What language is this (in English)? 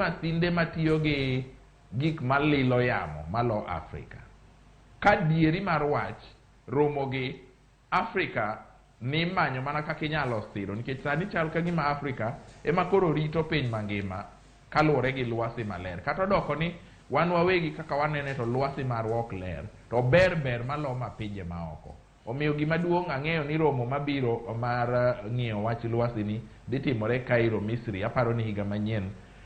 Luo (Kenya and Tanzania)